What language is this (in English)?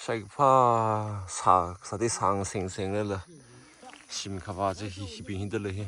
Tangkhul Naga (India)